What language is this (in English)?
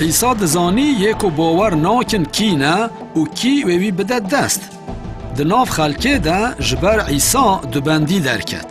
Kurdish